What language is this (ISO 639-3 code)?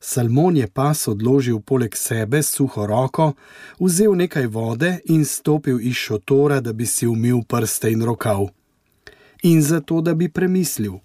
slv